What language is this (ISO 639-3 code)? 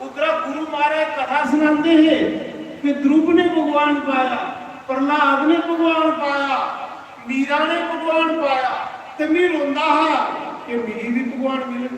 doi